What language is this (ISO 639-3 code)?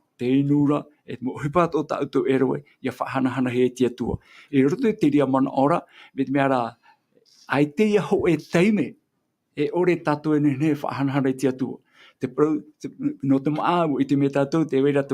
tah